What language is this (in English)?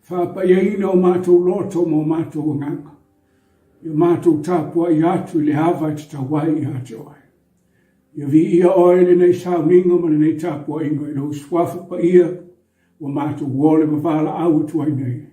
Samoan